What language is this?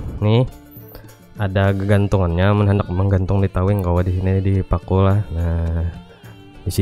Banjar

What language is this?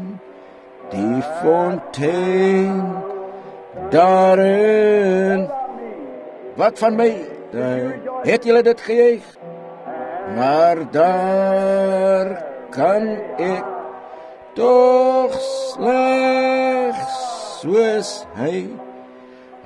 Afrikaans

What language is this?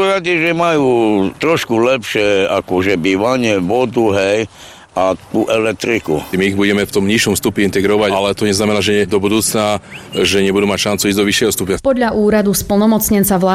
Slovak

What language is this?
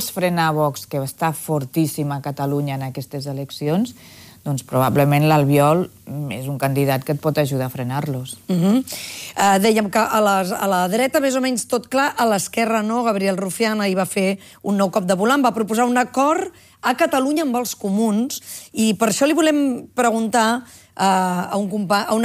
Catalan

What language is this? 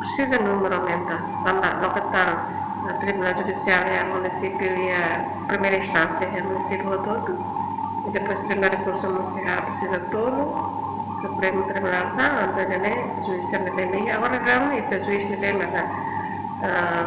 Tetum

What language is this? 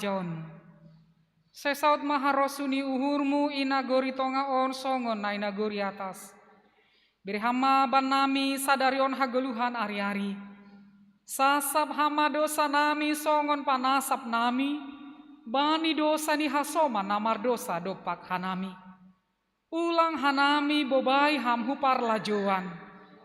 Batak Simalungun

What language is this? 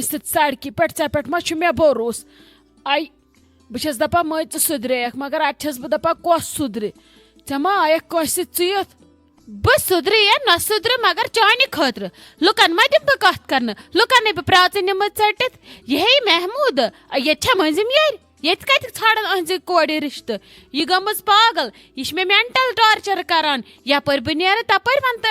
Kashmiri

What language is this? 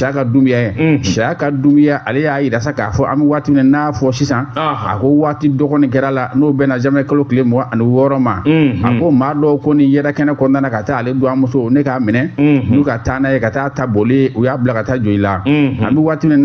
Bambara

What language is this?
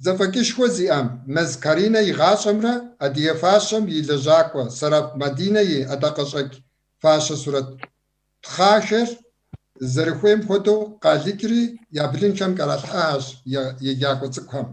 Kabardian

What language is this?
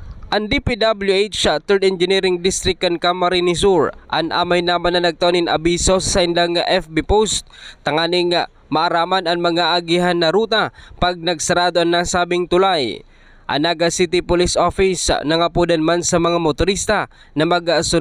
Bikol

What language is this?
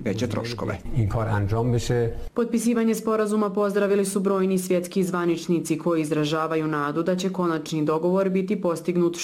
Bosnian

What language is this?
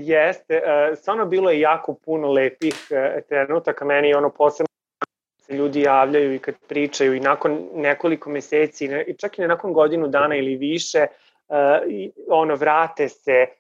Serbian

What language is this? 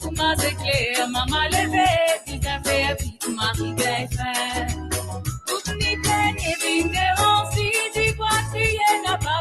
Morisyen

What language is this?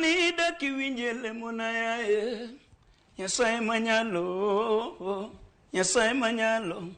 Luo (Kenya and Tanzania)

